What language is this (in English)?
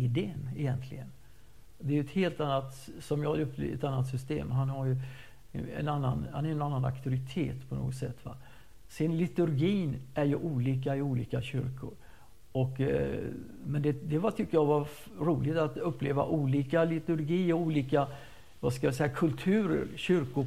Swedish